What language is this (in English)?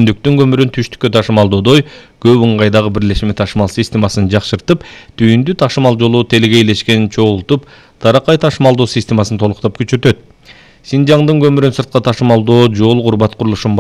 Kyrgyz